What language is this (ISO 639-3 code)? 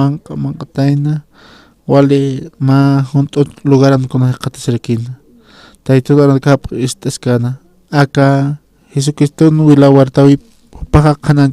aym